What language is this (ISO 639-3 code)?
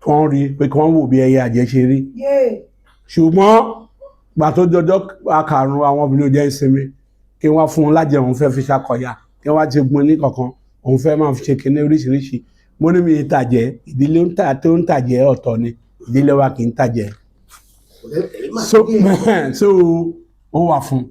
yor